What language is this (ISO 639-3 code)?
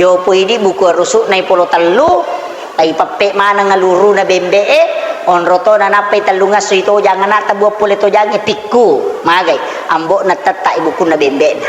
bug